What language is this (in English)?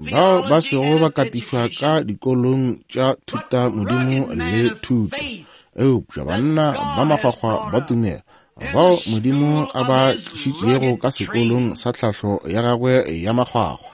Northern Sotho